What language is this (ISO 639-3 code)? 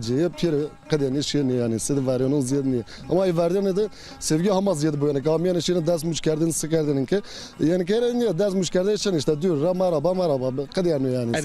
zza